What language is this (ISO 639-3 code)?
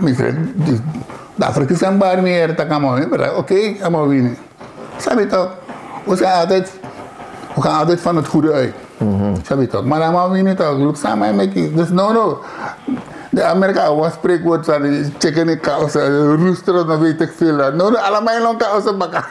srn